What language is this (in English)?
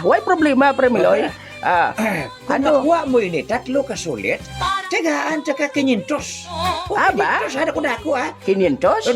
Hiligaynon